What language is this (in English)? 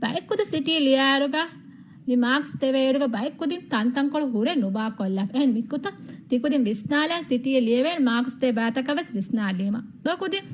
Divehi